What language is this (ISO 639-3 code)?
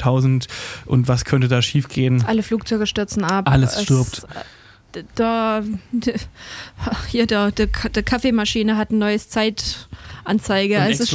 deu